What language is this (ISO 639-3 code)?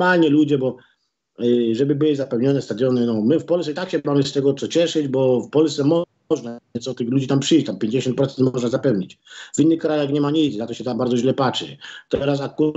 pol